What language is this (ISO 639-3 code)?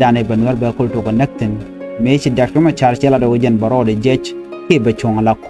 nus